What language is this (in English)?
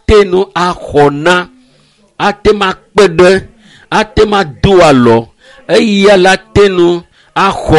Ewe